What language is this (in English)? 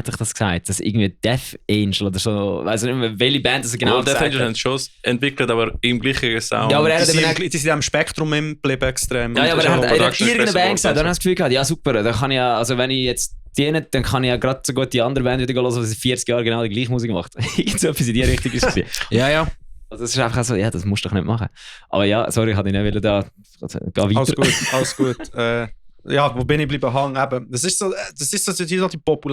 Swiss German